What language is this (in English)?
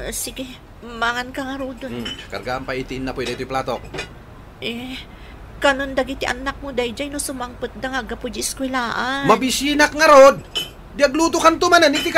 Iloko